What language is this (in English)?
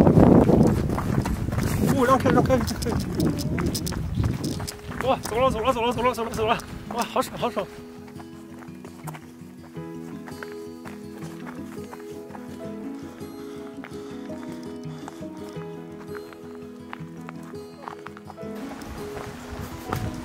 Chinese